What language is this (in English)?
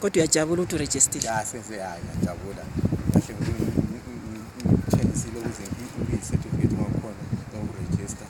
North Ndebele